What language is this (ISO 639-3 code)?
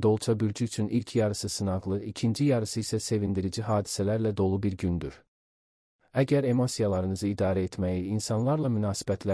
aze